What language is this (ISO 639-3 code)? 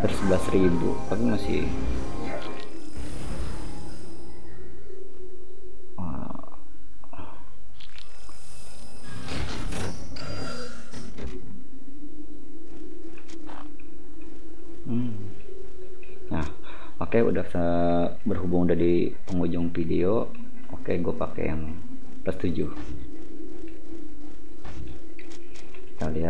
ind